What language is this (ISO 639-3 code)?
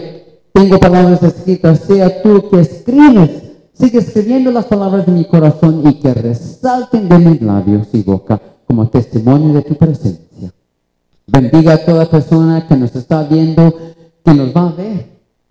spa